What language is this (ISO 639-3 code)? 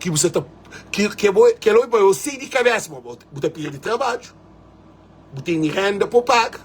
kea